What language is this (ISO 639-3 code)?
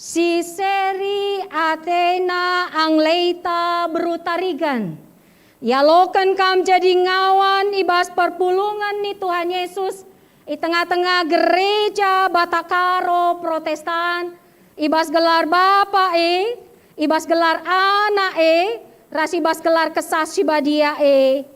btx